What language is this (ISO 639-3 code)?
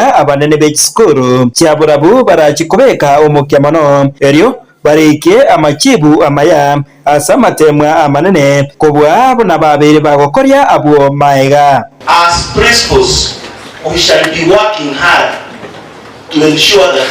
guz